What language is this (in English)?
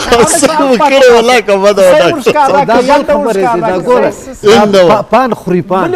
Eastern Balochi